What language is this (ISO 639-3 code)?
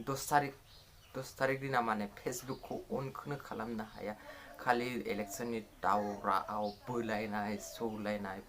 brx